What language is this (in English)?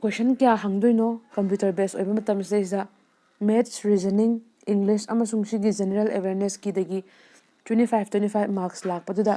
Manipuri